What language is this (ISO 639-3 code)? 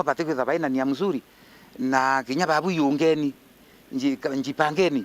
mer